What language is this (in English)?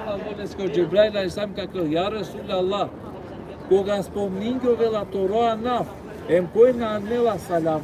Balkan Romani